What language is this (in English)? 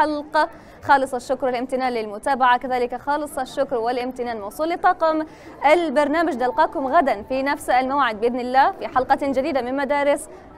Arabic